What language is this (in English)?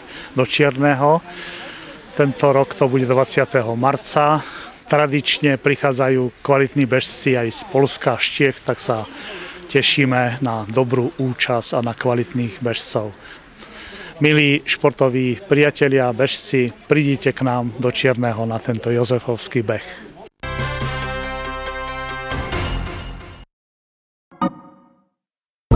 Slovak